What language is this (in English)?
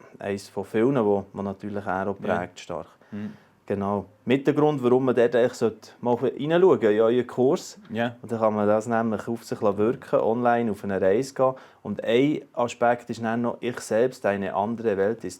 Swiss German